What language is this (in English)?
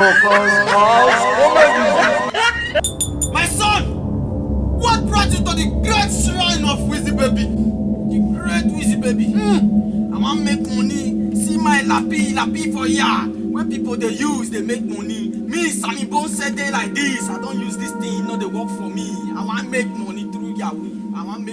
Nigerian Pidgin